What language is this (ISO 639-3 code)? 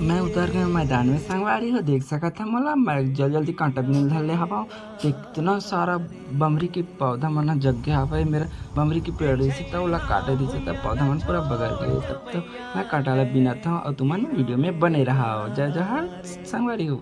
hne